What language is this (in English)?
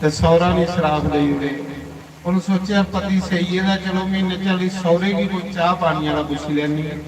Dogri